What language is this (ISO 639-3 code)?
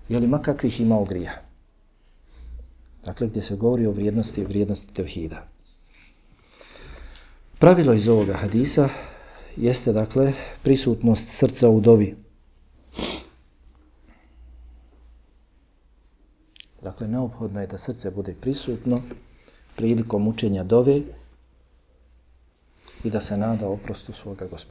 bos